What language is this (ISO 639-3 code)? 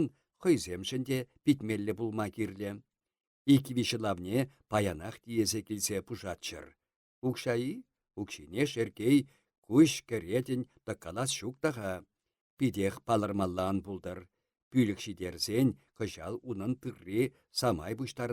chv